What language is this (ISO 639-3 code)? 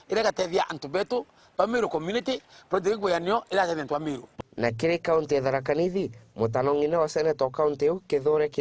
mer